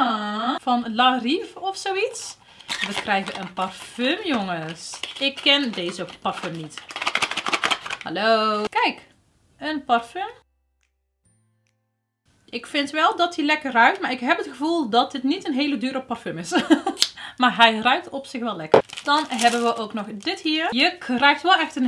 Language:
Dutch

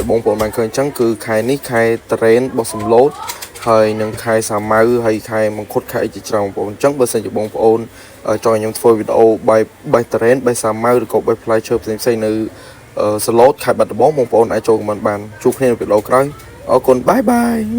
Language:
Khmer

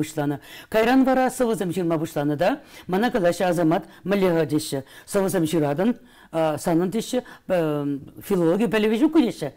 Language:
Chuvash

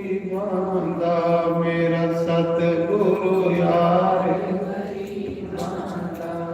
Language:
Dogri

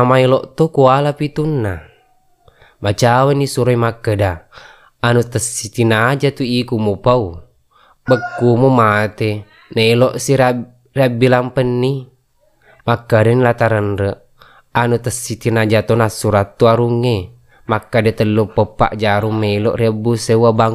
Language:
Buginese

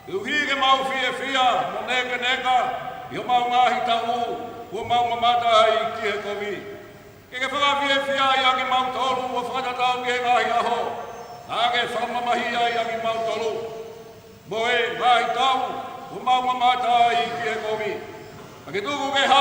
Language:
Tongan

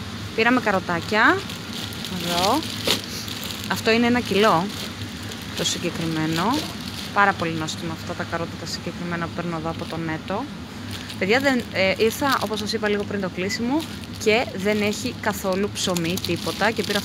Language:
Greek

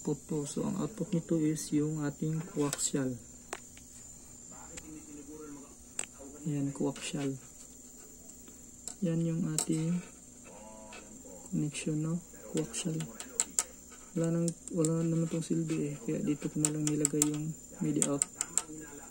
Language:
Filipino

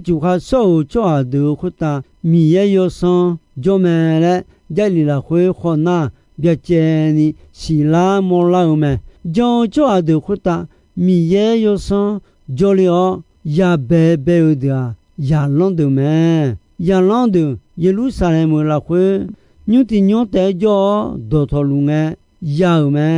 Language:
Akha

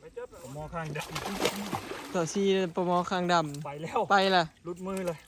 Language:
Northeastern Thai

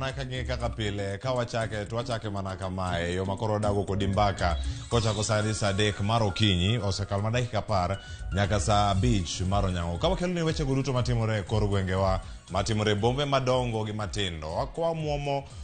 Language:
Luo (Kenya and Tanzania)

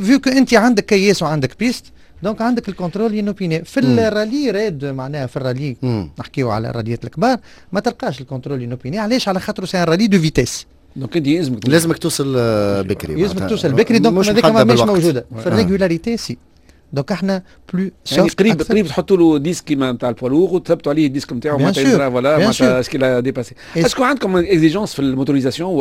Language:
Tunisian Arabic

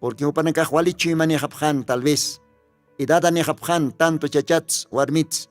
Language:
Aymara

